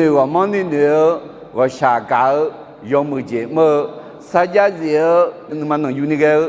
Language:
Akha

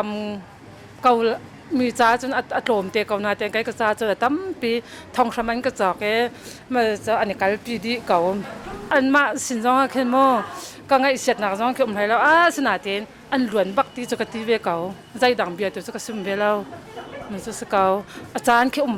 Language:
Hakha Chin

